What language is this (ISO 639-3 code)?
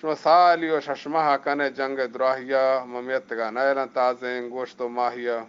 bgp